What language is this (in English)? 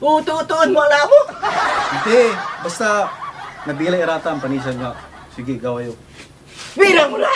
Pangasinan